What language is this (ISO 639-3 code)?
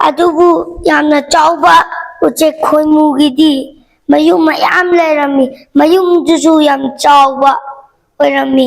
mni